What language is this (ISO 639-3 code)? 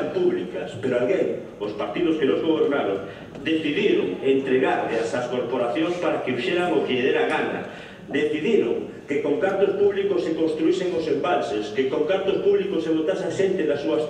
glg